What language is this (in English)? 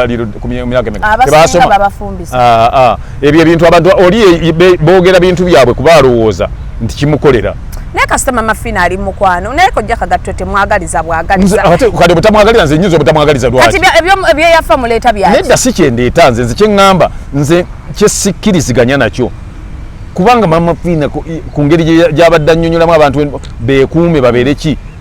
Ganda